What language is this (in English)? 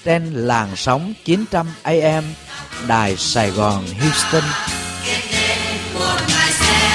Vietnamese